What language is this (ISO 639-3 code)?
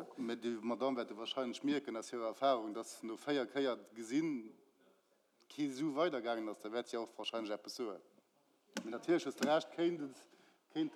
ltz